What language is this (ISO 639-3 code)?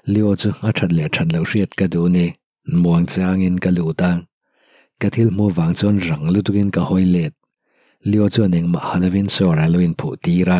lus